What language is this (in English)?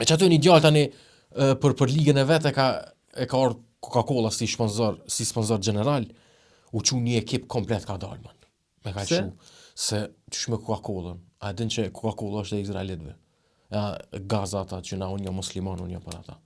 Albanian